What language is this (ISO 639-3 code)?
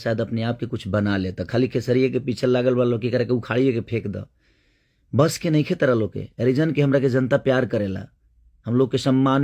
bho